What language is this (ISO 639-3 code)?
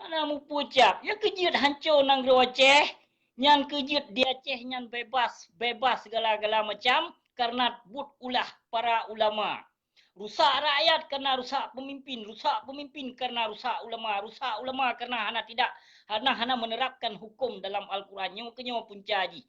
ace